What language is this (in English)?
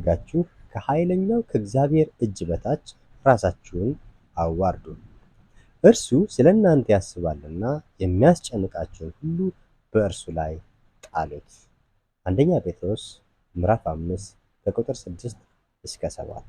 Amharic